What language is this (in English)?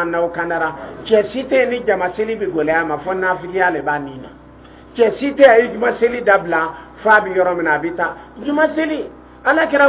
Dyula